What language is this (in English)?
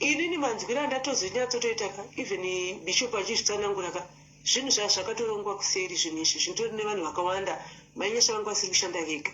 Shona